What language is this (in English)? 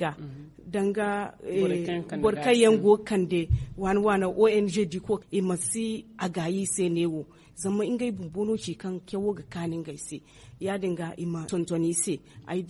Zarma